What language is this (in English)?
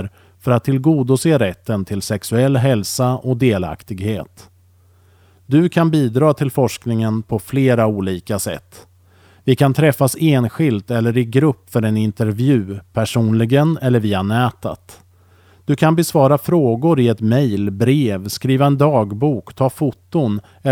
Swedish